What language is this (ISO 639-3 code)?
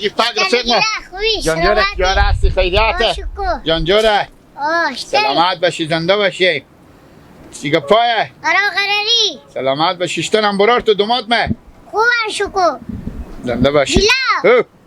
haz